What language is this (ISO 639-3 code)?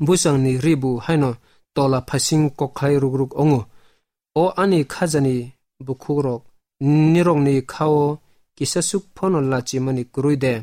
trp